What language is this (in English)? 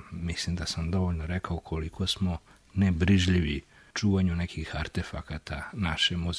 Serbian